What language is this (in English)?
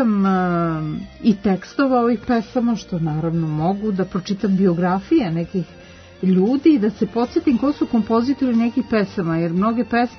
Serbian